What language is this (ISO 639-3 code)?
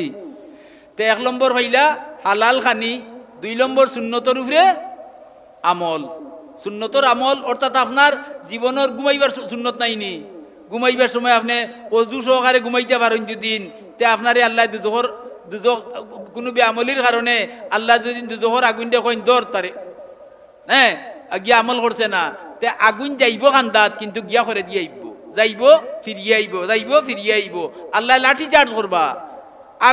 syl